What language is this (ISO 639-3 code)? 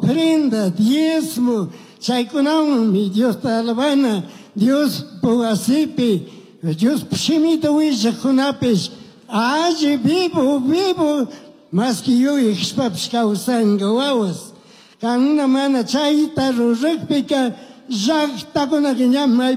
qug